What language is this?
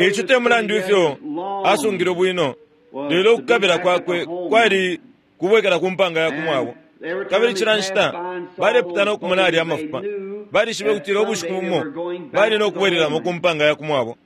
Bemba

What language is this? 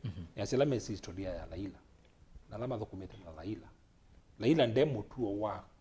Kamba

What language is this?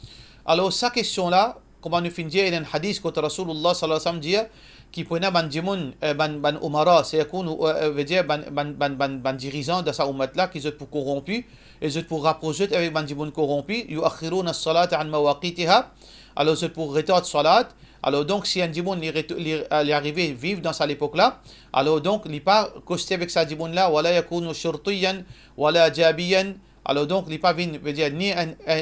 Morisyen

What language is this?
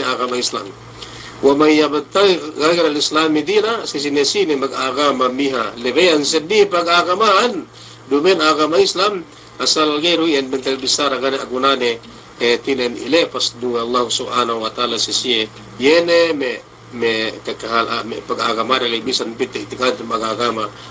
Yakan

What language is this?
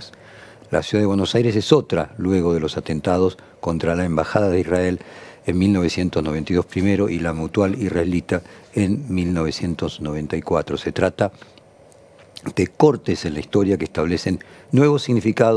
Spanish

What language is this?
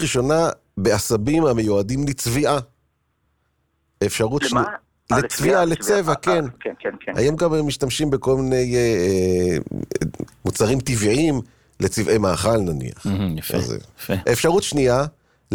Hebrew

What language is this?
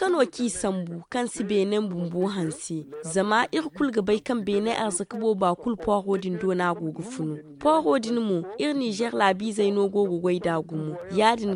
Zarma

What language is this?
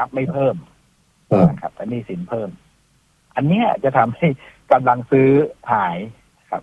Thai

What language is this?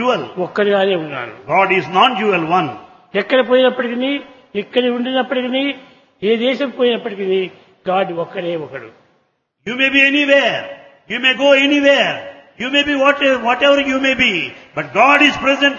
Telugu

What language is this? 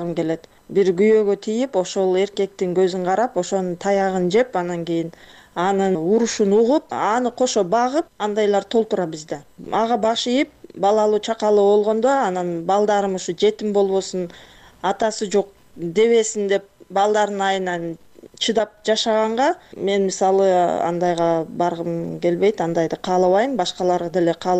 Kyrgyz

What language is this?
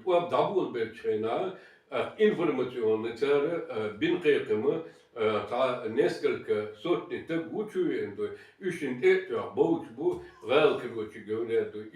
Chechen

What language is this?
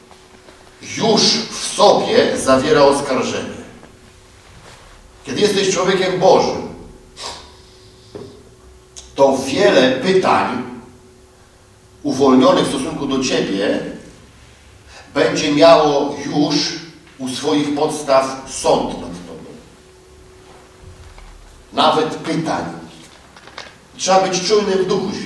Polish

